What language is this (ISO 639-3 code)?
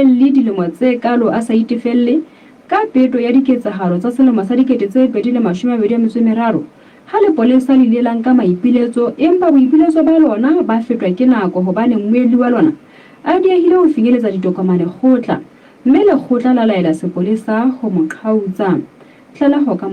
sot